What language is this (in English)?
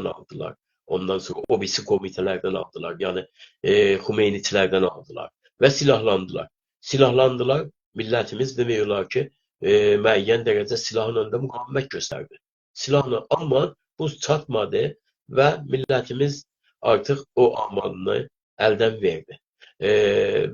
South Azerbaijani